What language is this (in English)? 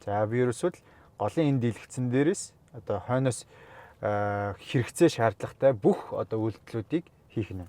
Mongolian